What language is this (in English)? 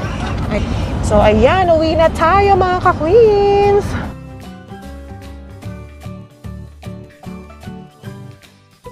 Filipino